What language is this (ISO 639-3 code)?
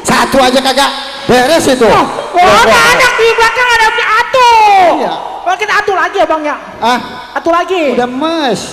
bew